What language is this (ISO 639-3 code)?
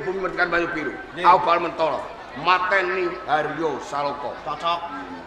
jav